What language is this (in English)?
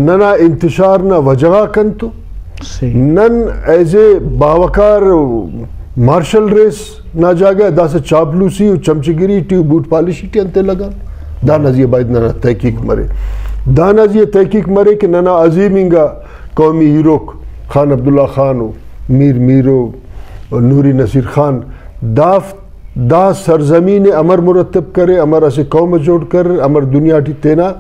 Brahui